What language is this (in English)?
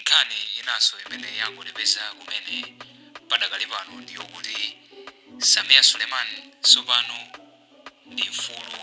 Nyanja